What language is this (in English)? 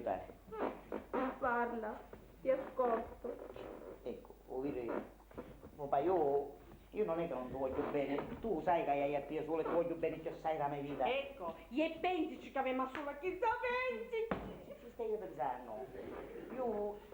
Sicilian